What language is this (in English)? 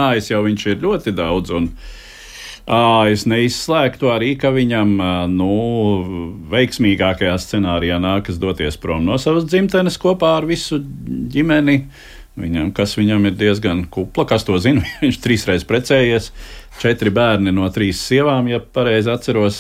Latvian